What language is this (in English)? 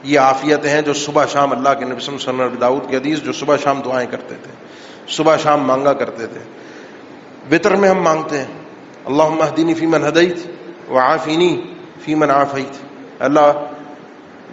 Urdu